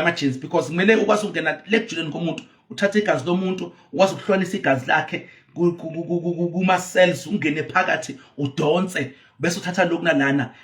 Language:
Zulu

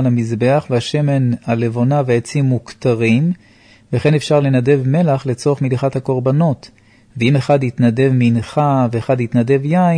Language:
Hebrew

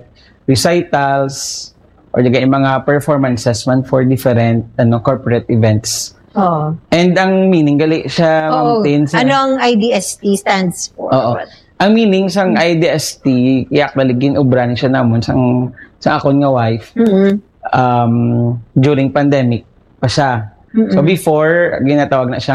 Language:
Hiligaynon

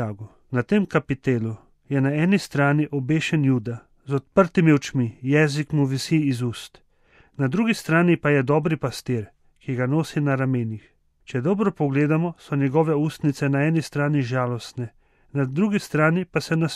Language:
Slovenian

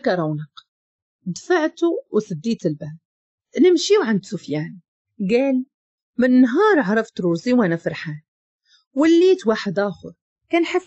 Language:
Moroccan Arabic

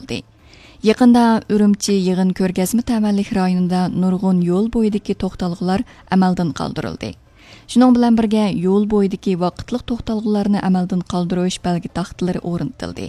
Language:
Uyghur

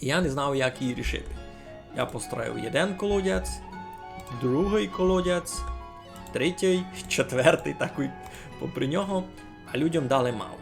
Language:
Rusyn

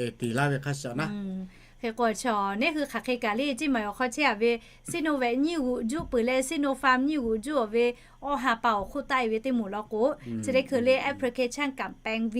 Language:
Lahu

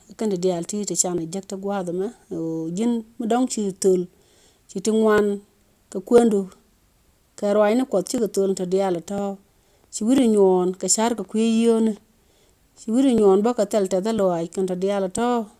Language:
Nuer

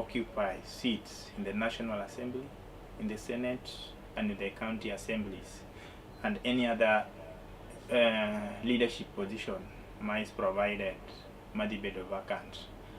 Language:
Luo (Kenya and Tanzania)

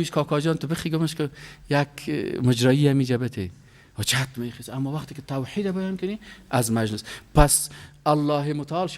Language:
Persian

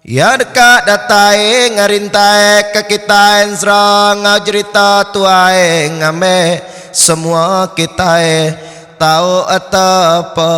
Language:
Iban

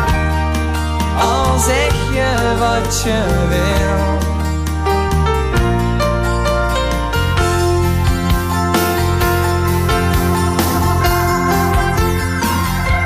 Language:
Dutch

